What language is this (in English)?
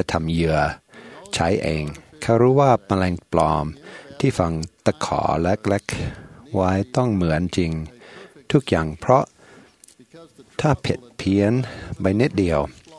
Thai